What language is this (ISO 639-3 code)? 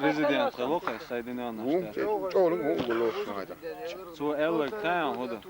che